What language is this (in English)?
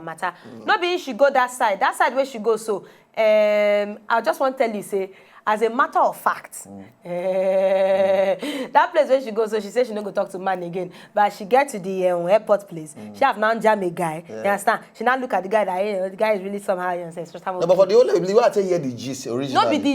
Nigerian Pidgin